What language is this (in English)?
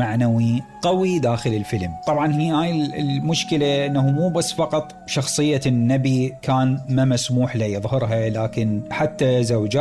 Mesopotamian Arabic